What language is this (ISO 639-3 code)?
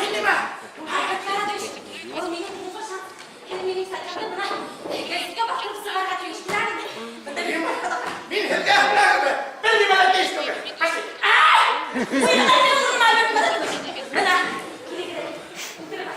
bak